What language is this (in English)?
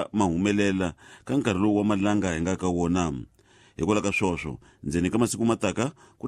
Tsonga